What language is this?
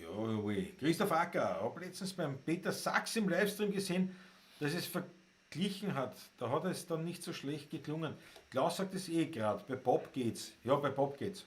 Bavarian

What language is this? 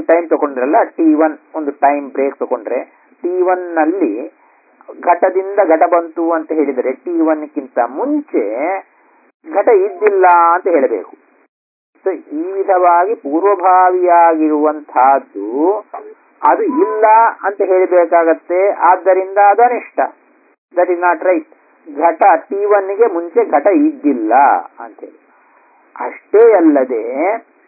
Kannada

